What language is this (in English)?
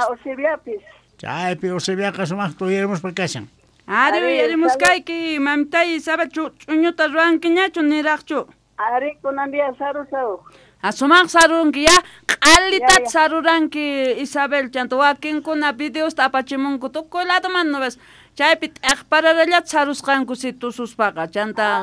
South Bolivian Quechua